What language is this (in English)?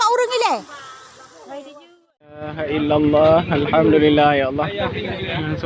Achinese